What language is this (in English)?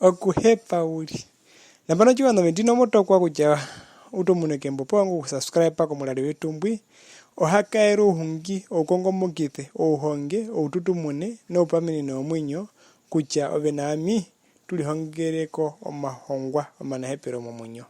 Herero